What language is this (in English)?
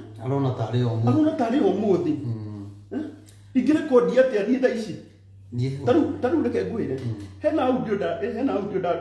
Kikuyu